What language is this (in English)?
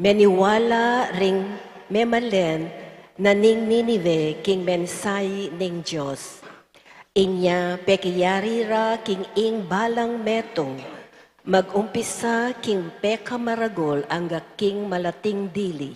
Pampanga